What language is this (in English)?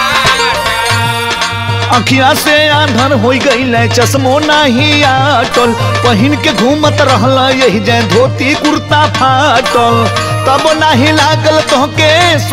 Bhojpuri